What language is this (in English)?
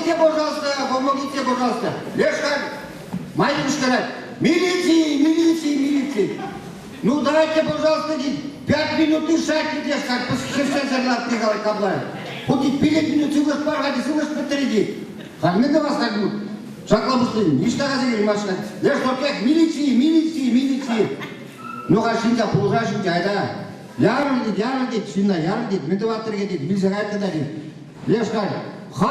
Chuvash